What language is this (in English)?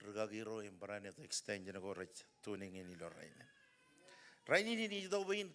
Marshallese